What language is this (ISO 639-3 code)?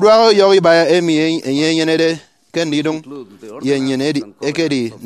efi